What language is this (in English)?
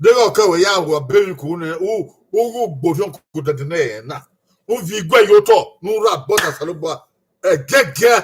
Bini